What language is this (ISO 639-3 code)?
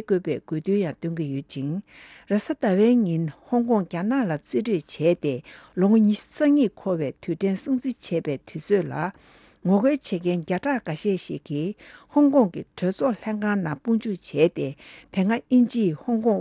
bod